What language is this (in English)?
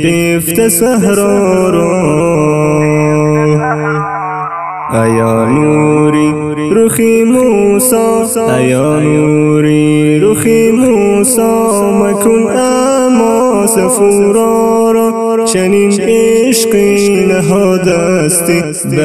Persian